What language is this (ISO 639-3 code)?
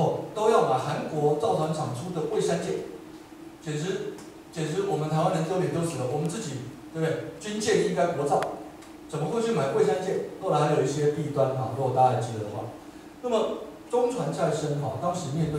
zho